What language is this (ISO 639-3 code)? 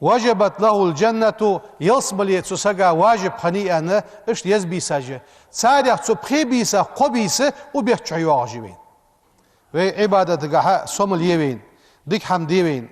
inh